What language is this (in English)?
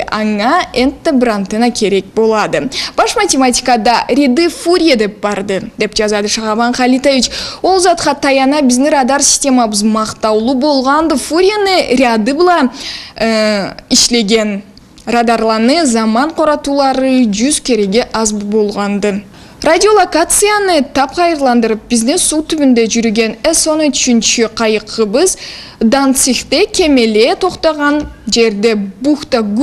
Karachay-Balkar